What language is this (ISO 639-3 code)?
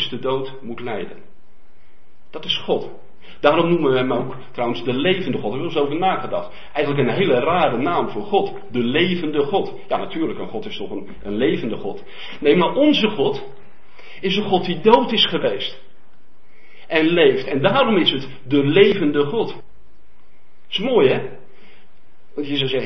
nld